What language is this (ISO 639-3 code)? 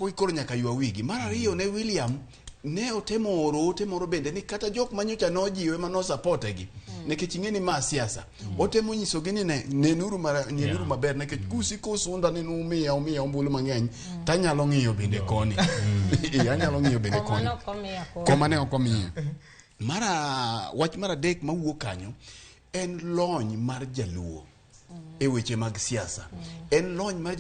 luo